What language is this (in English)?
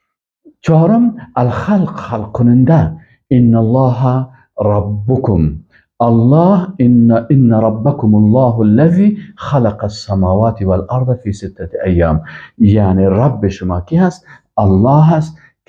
Persian